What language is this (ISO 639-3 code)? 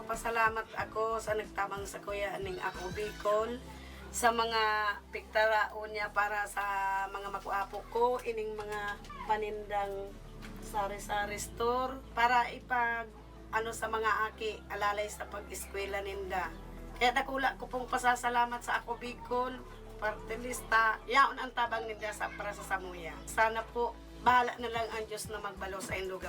bik